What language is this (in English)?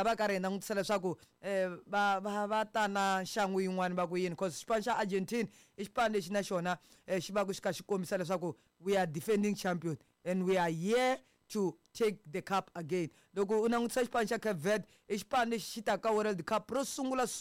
Tsonga